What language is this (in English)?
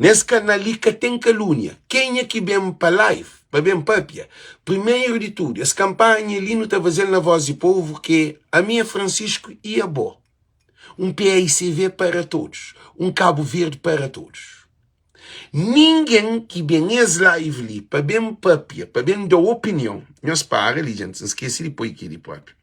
Kabuverdianu